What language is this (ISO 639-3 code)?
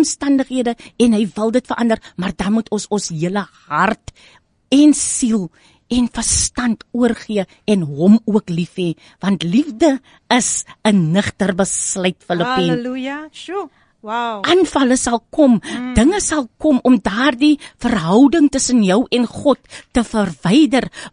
afr